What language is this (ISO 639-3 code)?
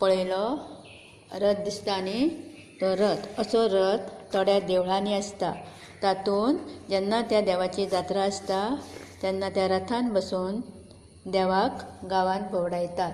kok